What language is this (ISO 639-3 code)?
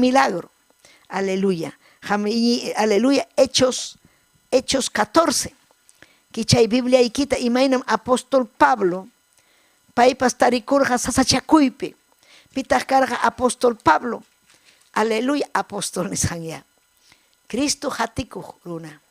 quy